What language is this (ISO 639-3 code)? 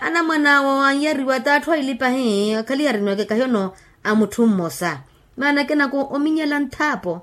vmw